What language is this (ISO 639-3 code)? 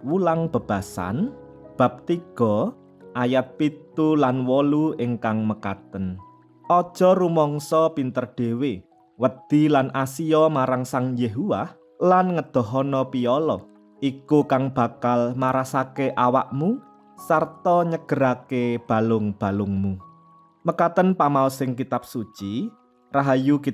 jav